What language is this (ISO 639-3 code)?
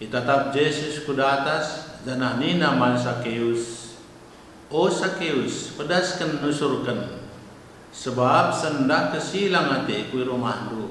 btx